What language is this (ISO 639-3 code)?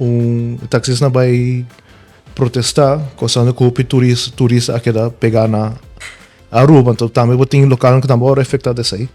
pap